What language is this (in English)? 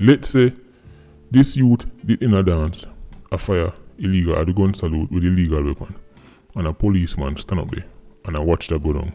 Jamaican Creole English